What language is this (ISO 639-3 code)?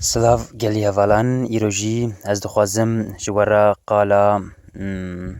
kur